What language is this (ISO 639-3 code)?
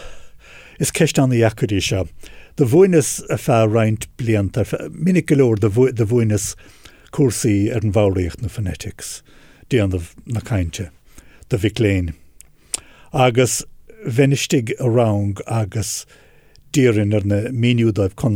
gle